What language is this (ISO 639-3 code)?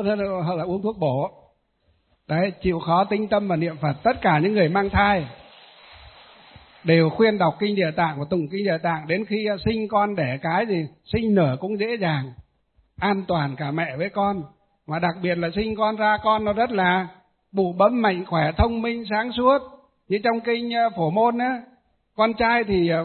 vie